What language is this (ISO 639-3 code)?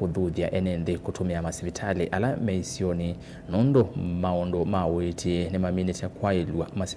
kam